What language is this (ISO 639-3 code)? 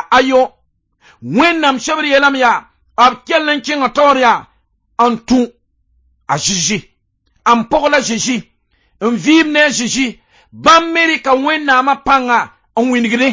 mos